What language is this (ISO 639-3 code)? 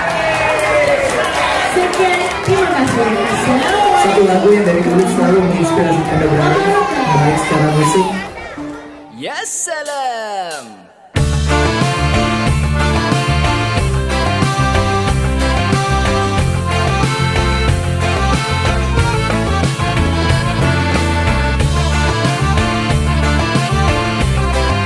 msa